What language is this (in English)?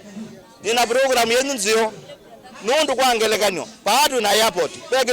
Kamba